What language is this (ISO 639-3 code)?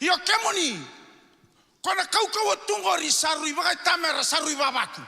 fij